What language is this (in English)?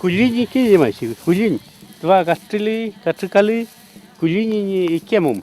Mapuche